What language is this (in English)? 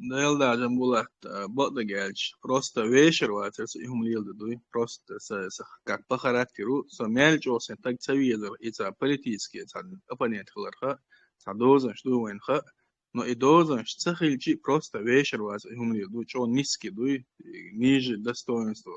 Chechen